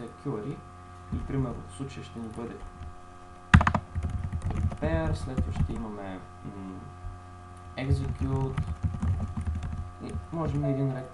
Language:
Bulgarian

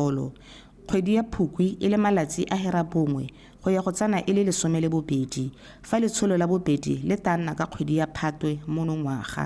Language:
Tswana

